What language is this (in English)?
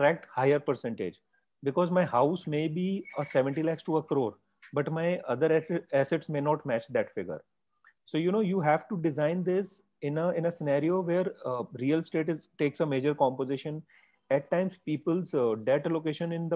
English